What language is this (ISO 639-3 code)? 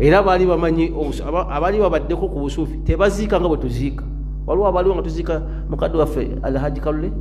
lug